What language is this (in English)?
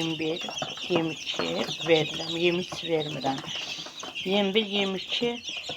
Azerbaijani